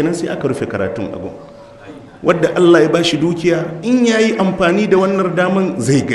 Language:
Hausa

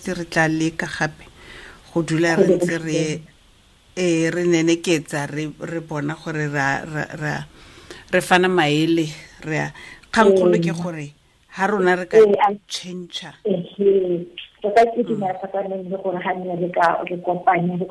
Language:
Tswana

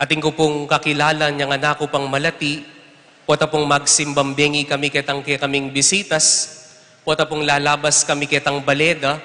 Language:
Pampanga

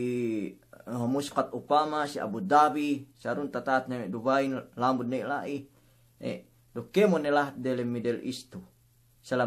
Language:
Yakan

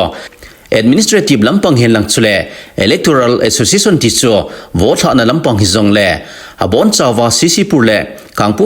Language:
Thado Chin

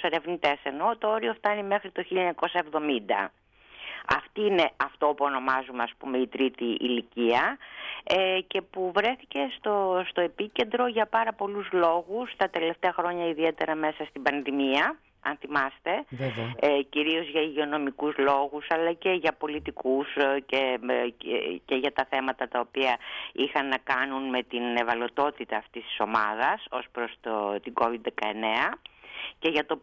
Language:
Greek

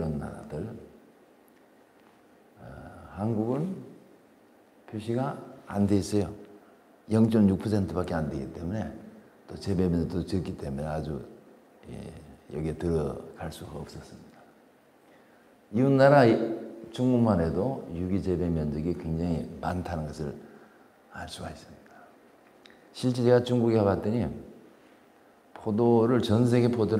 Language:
Korean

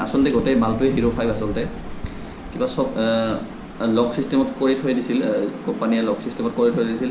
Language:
Assamese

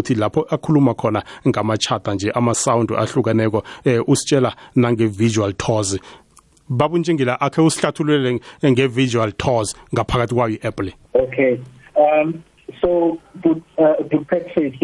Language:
South Ndebele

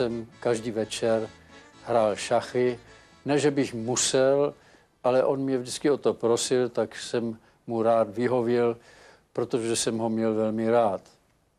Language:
Czech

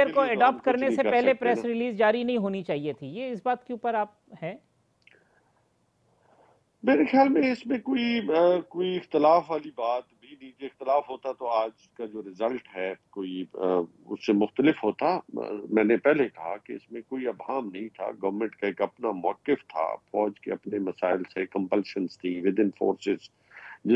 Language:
Urdu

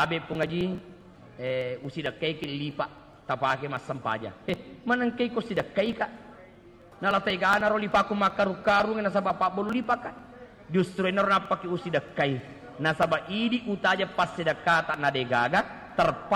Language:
Buginese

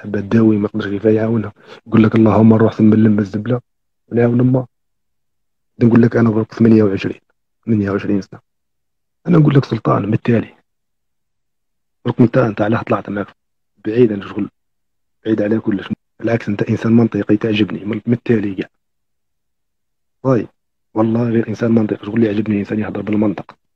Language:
Algerian Arabic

